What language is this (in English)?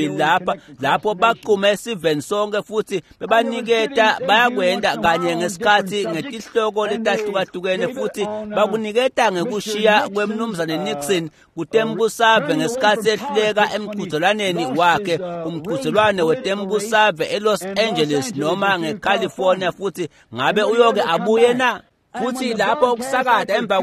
Swati